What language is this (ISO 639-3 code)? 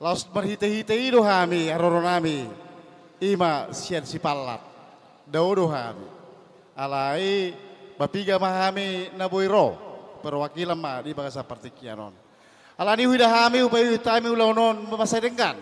bbc